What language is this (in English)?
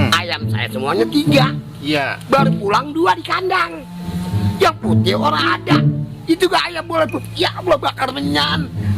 Betawi